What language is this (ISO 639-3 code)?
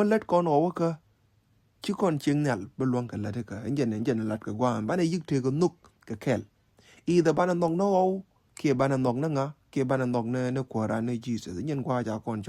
nus